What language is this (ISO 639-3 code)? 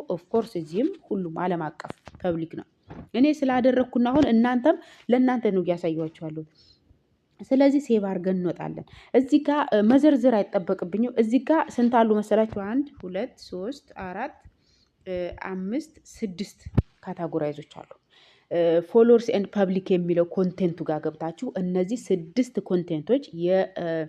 amh